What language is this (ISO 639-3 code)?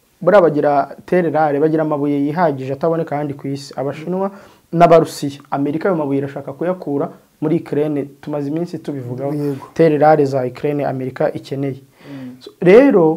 kin